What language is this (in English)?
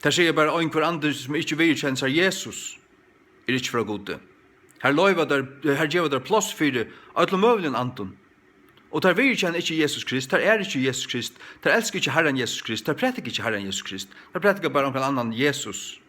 Faroese